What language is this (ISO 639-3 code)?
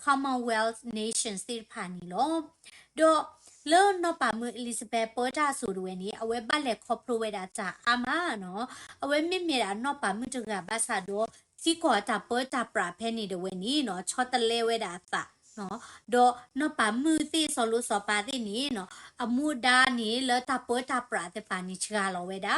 ksw